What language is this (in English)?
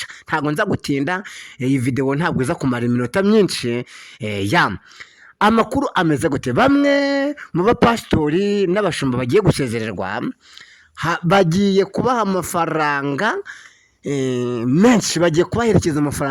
Kinyarwanda